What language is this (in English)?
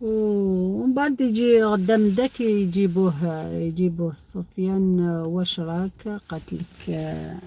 Algerian Arabic